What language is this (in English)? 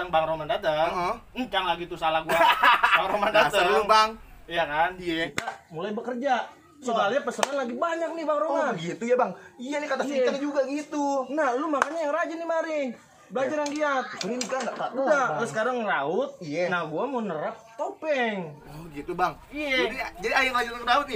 Betawi